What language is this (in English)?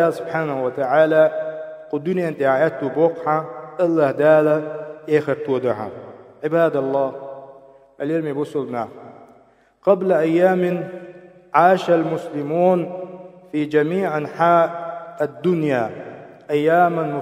Chechen